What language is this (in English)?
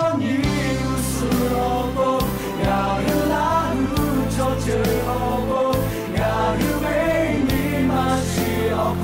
Lahu